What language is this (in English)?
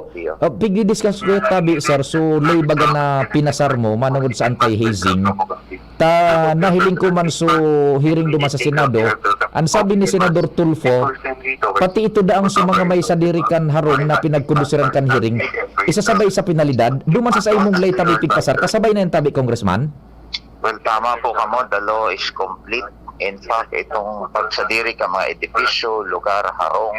Bikol